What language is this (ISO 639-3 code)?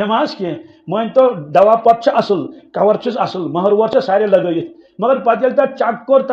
kas